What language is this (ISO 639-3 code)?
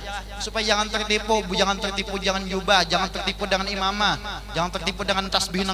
bjn